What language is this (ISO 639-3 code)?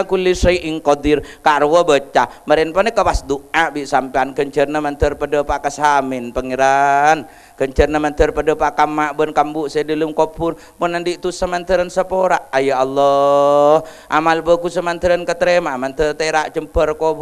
mad